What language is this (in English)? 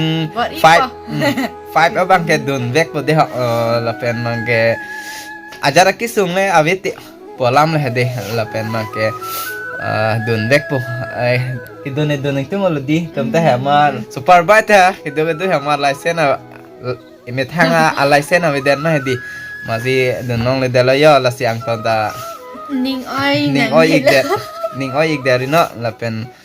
Karbi